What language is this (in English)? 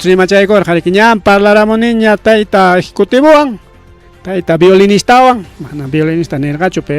Ayacucho Quechua